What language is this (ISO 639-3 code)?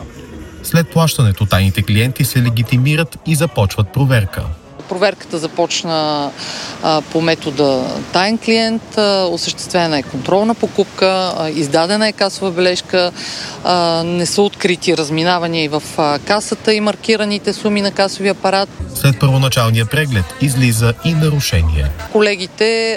bul